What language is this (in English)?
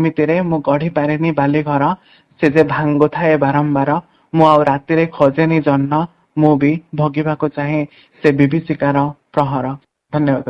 Odia